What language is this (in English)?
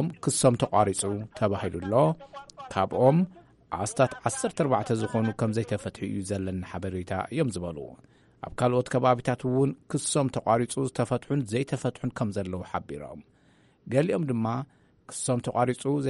Tigrinya